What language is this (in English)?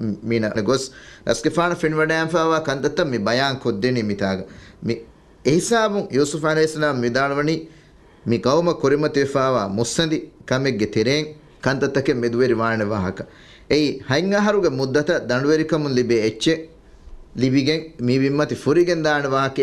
Divehi